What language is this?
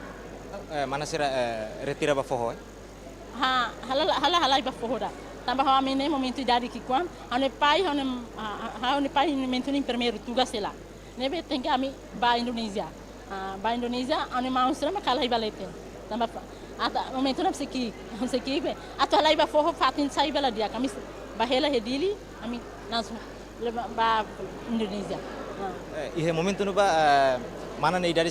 Tetum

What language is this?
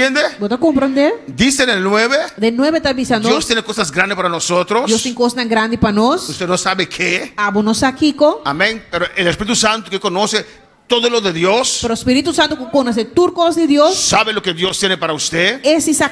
Papiamento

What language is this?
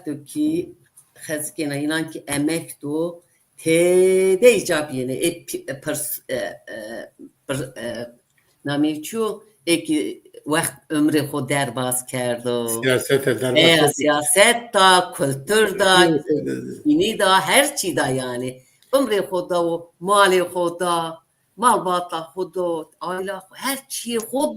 Zaza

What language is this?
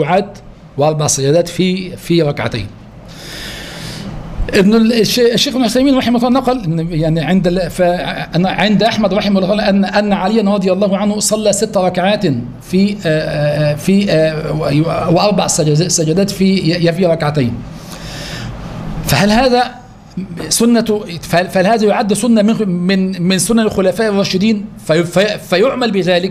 Arabic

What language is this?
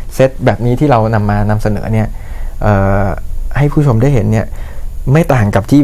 Thai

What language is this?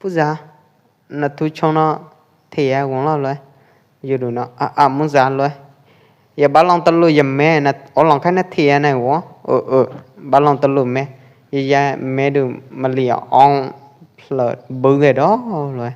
Pwo Eastern Karen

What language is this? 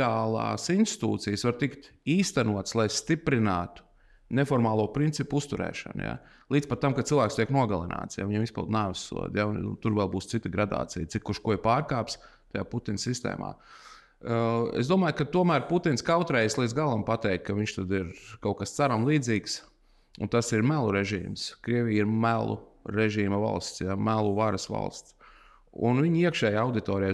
Latvian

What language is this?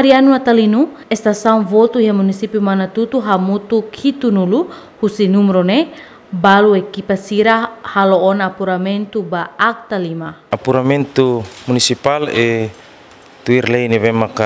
Tetum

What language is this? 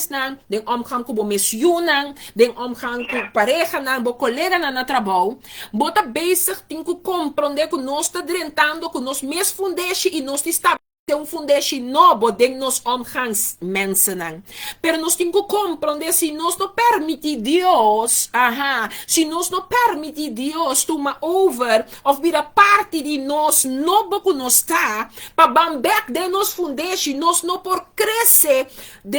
Papiamento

